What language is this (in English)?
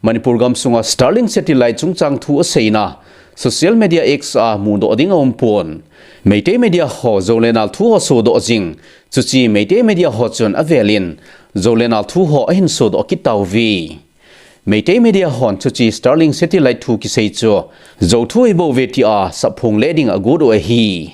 Thado Chin